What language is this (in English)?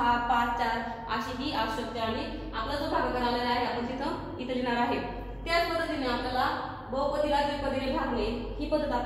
Marathi